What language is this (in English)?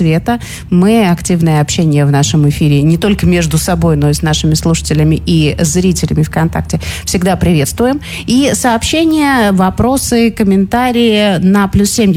Russian